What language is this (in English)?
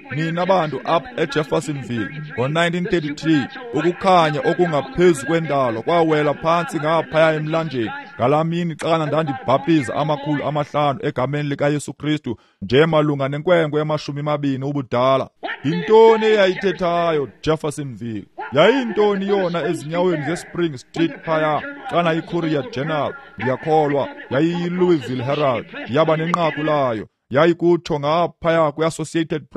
Xhosa